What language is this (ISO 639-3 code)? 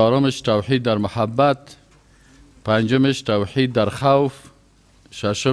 fas